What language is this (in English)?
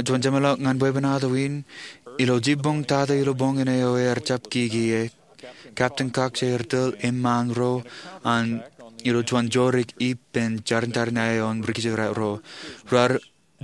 Marshallese